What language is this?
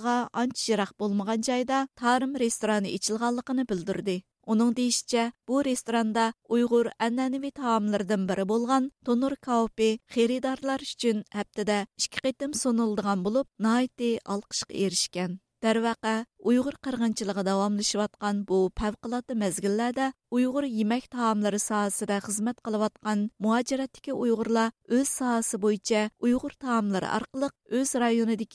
Uyghur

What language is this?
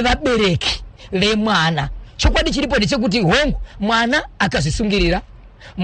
Shona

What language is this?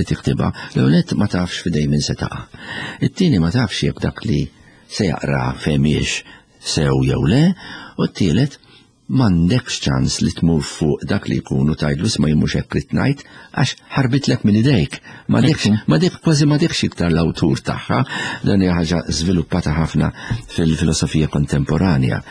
Maltese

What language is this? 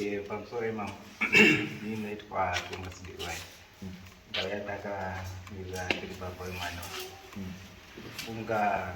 Shona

